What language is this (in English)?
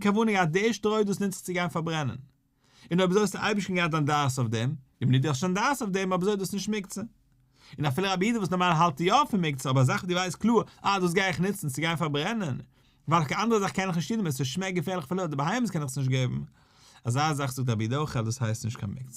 Yiddish